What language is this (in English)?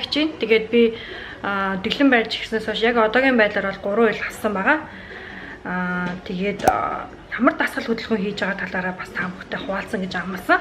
Mongolian